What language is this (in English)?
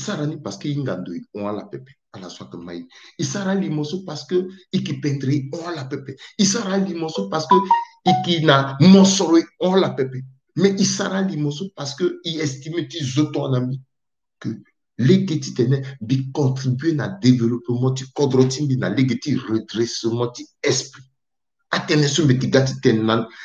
Sango